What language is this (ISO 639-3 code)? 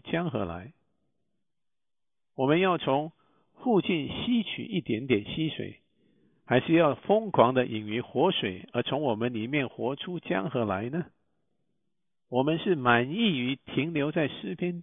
zho